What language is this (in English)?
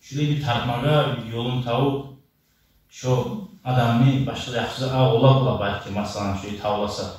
Kumyk